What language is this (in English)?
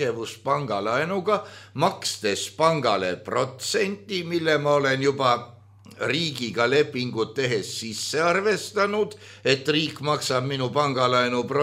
Estonian